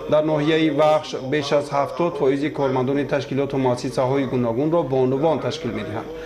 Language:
Tajik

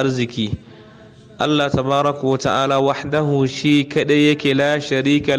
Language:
Hausa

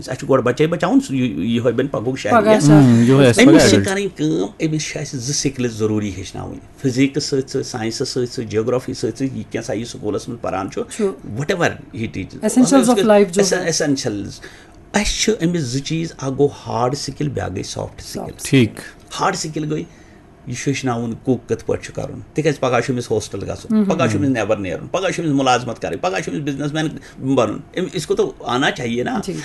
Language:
Kashmiri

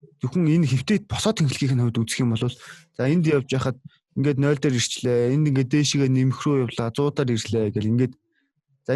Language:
Mongolian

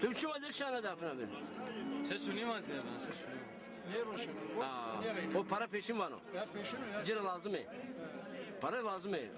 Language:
Zaza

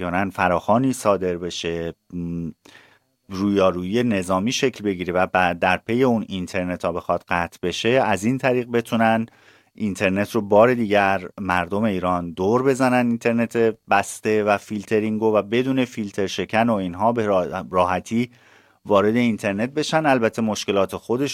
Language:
Persian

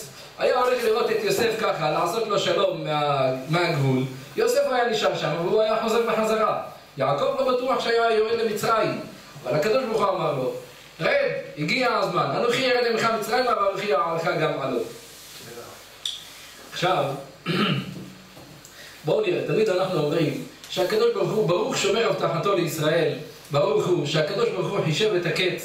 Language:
Hebrew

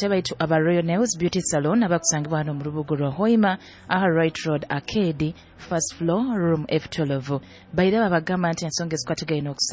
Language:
Nyoro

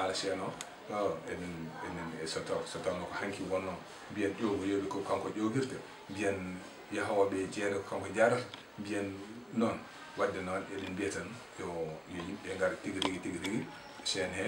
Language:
Fula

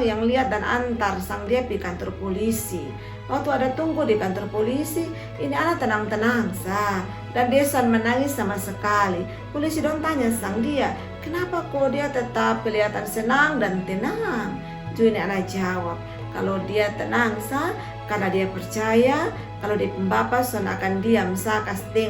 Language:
Kupang Malay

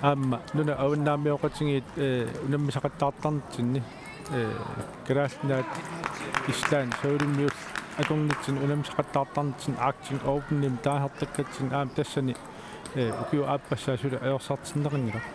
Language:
Kalaallisut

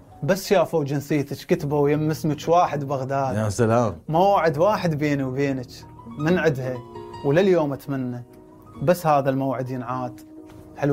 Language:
Mesopotamian Arabic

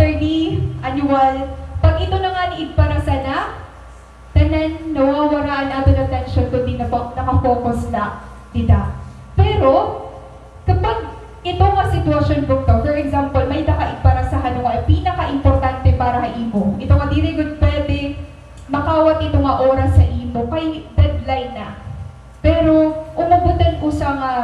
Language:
Waray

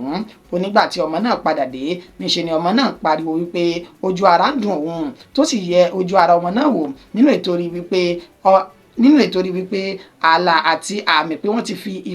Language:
Yoruba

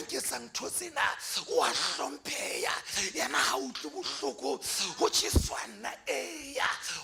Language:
Southern Sotho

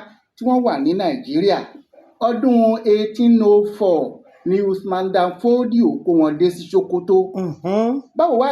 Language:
Yoruba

